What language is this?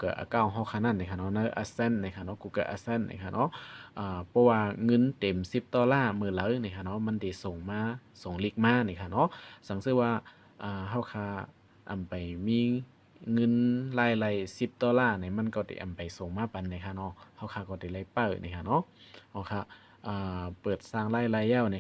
Shan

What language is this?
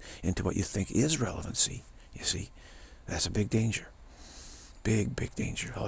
English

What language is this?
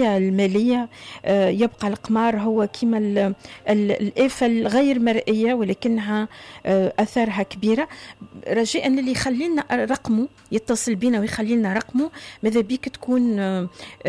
Tunisian Arabic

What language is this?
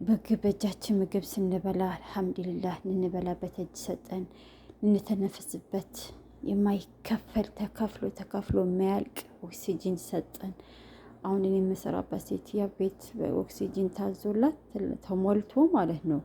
Amharic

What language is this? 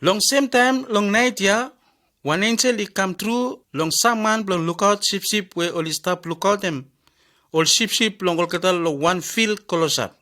Bislama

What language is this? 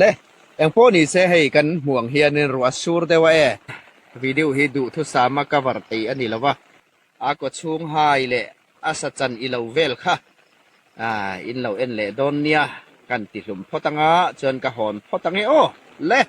Hmar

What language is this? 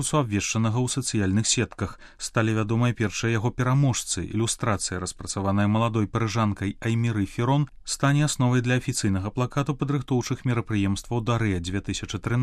Belarusian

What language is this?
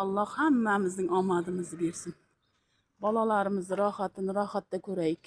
Uzbek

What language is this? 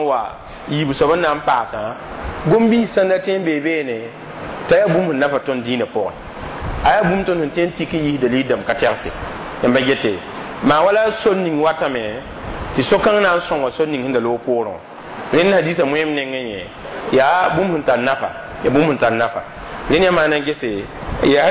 Mossi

